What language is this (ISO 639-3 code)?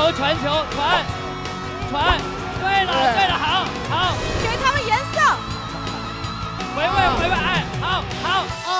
zho